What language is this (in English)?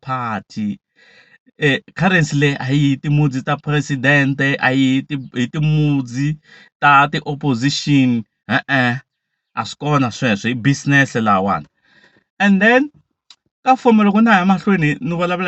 Tsonga